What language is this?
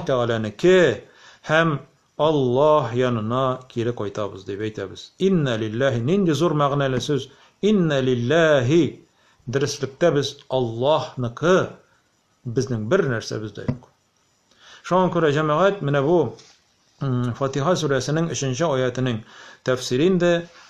Tatar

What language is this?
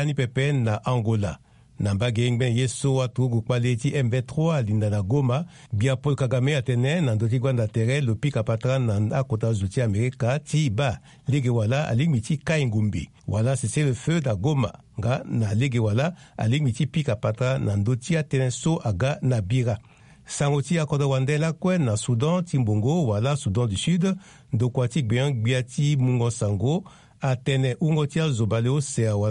Sango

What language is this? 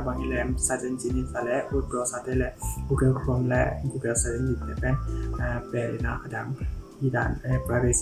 Tedim Chin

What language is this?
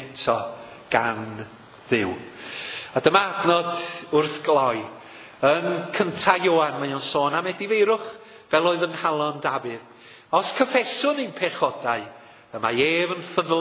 Welsh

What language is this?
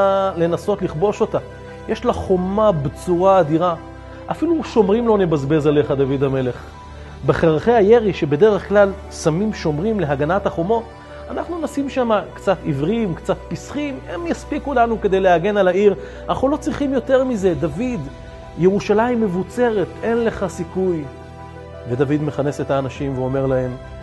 Hebrew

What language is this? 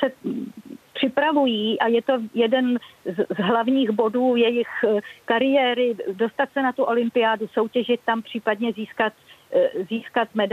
Czech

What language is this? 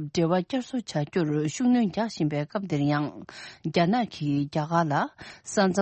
Tibetan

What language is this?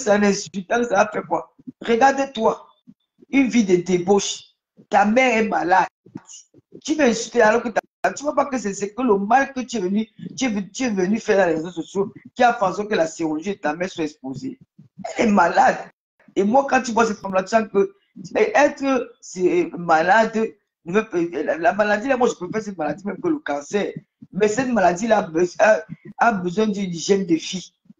French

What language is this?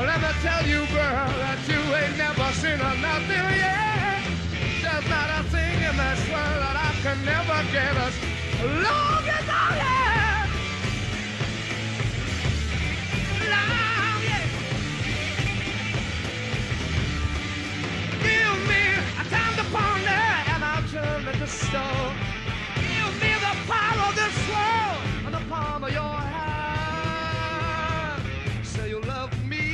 English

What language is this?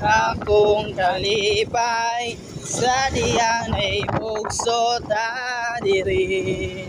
Cebuano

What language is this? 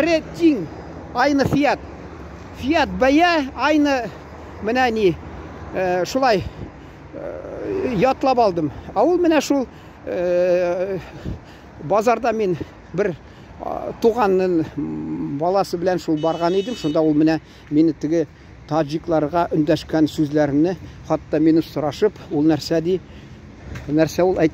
Tatar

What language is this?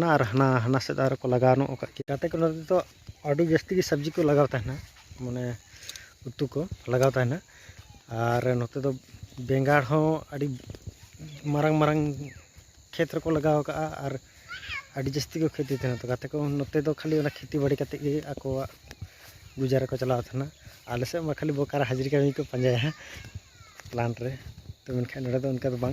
Santali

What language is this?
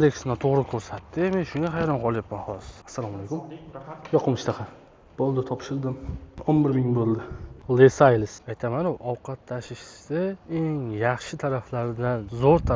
Uzbek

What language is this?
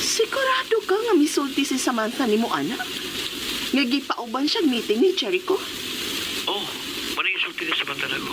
Cebuano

